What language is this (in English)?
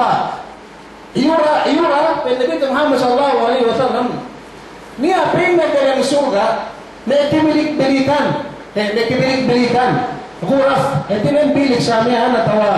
Yakan